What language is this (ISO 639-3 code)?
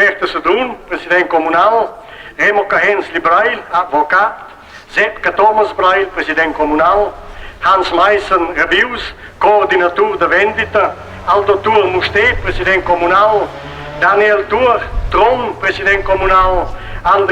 roh